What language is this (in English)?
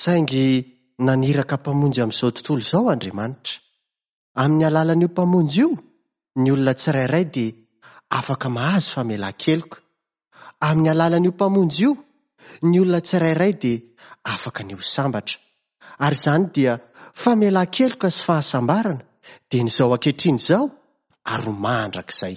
Malagasy